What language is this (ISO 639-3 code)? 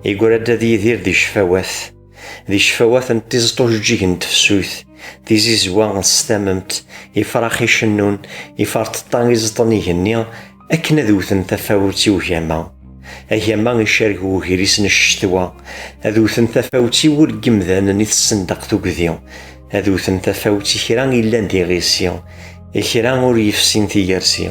kab